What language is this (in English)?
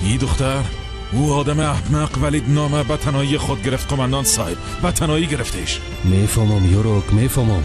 Tajik